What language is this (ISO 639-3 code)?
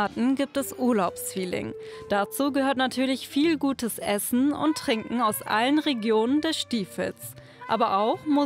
deu